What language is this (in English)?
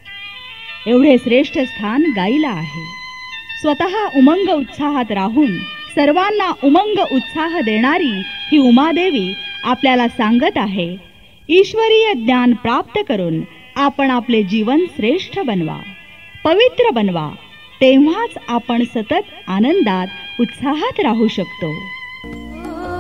Marathi